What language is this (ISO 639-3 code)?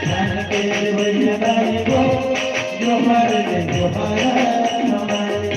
hne